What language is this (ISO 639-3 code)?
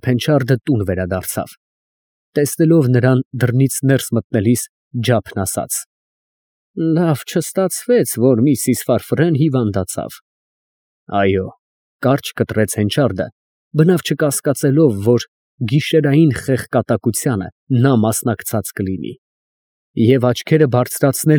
hye